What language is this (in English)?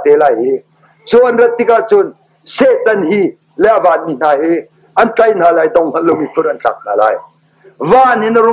Hakha Chin